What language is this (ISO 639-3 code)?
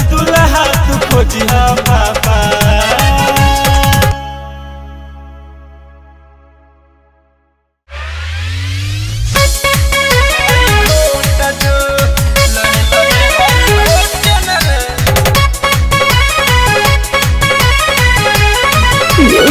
bho